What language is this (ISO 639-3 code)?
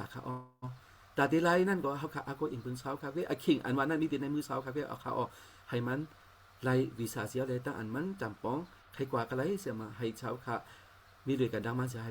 shn